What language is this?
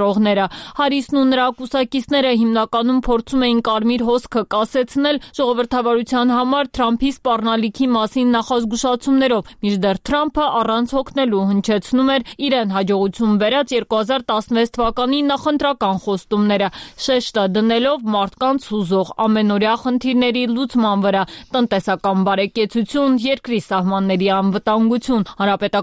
Armenian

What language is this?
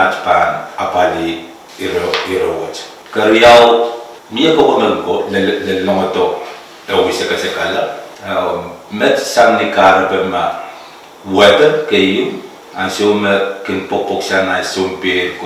Pohnpeian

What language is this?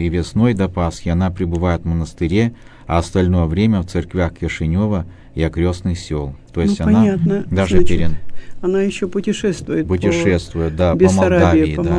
Russian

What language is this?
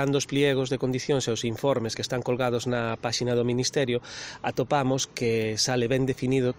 Galician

